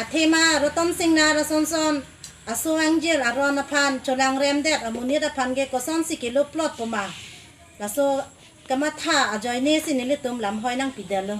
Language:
Karbi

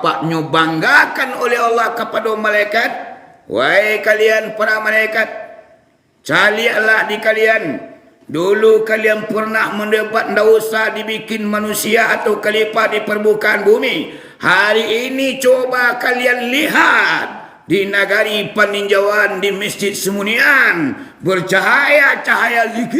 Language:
Minangkabau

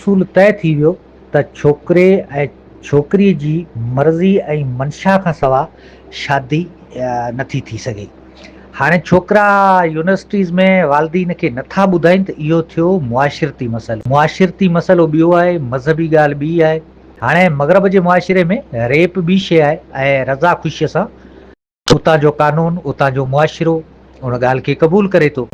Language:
Sindhi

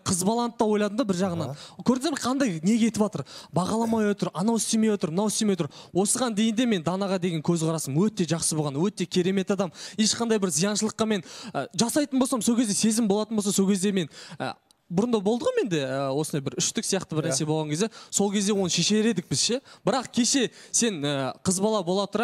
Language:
Kazakh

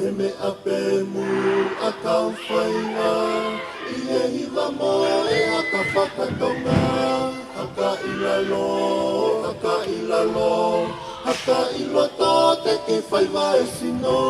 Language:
Tongan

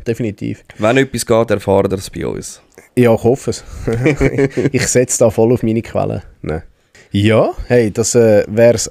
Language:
Swiss German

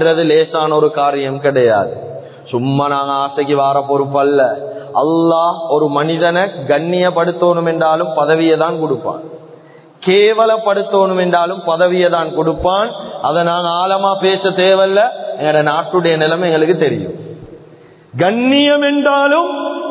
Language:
Tamil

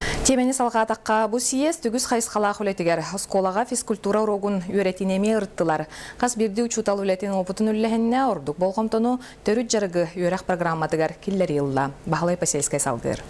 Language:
Yakut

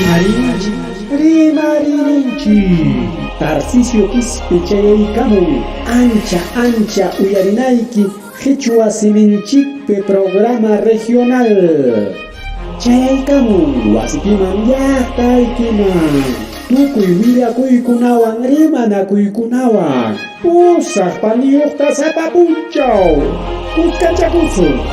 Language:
Ayacucho Quechua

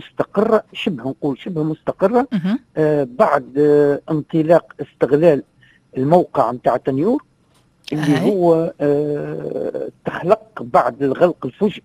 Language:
Tunisian Arabic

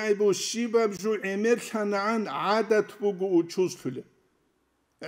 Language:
Avaric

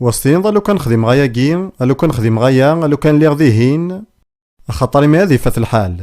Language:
Kabyle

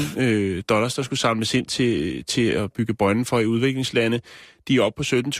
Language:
Danish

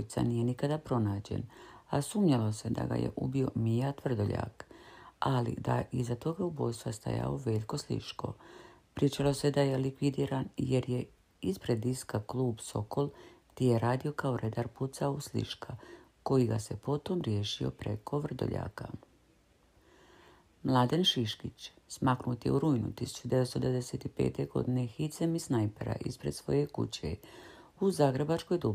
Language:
Croatian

